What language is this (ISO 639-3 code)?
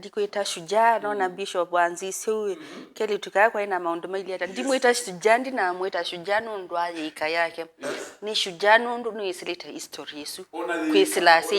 kam